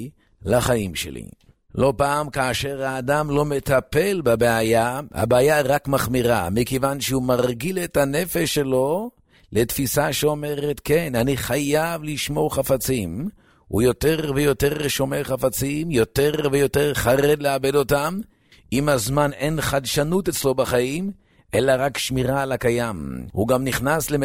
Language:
Hebrew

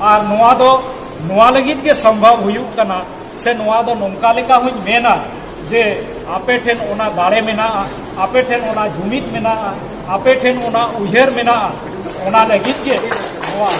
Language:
Santali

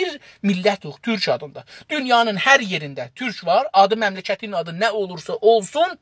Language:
South Azerbaijani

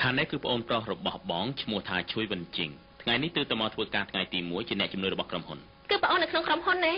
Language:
Khmer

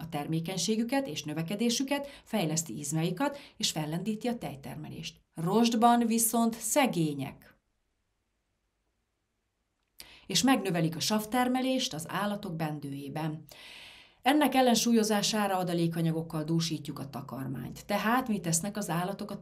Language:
Hungarian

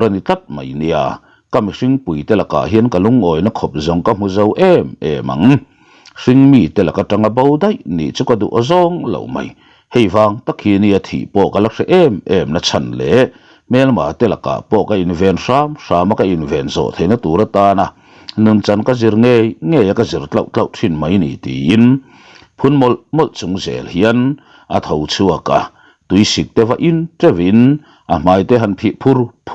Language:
Mizo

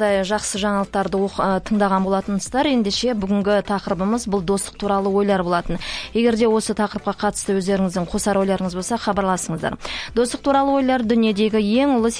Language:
Kazakh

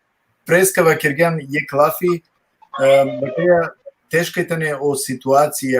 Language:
Balkan Romani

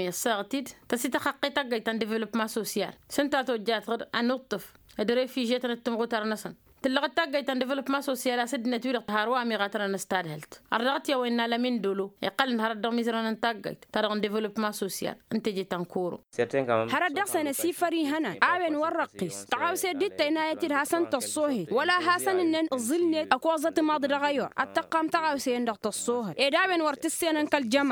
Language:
Tamasheq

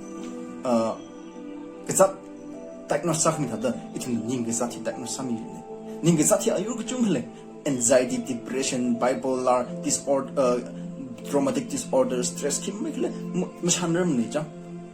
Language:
Tangkhul Naga (India)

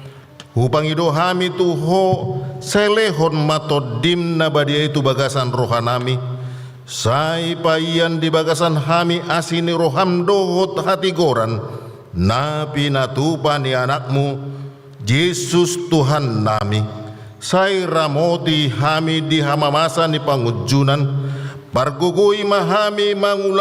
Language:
Batak Toba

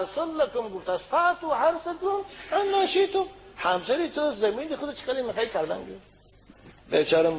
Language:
Persian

